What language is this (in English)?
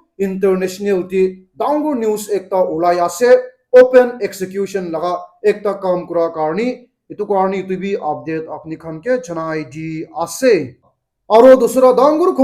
Naga Pidgin